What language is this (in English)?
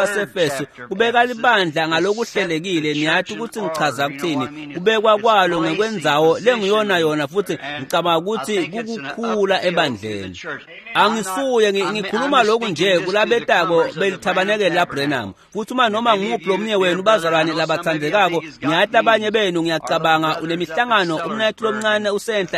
Swati